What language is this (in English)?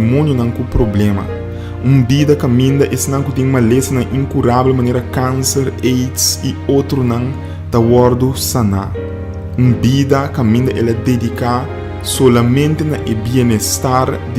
Papiamento